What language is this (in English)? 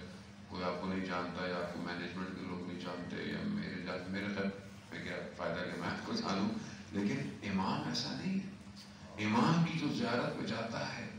Urdu